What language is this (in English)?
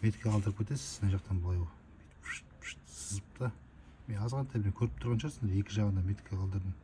Kazakh